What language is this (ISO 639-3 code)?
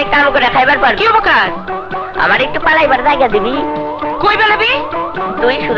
ben